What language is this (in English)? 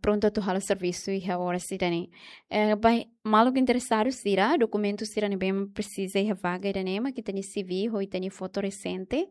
Tetum